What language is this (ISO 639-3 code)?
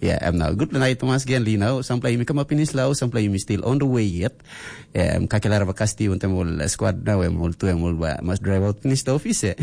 tpi